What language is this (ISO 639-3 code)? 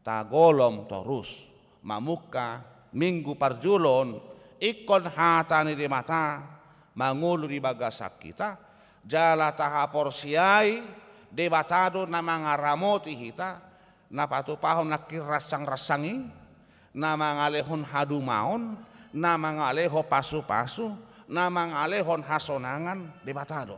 bbc